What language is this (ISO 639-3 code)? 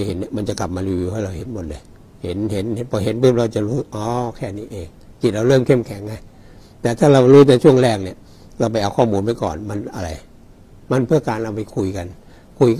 tha